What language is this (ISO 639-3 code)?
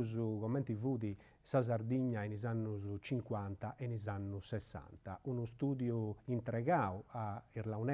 srd